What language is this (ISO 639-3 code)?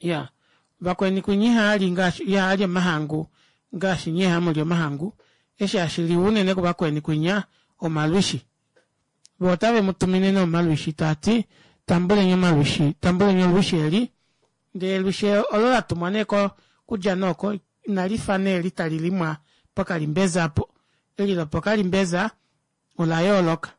kua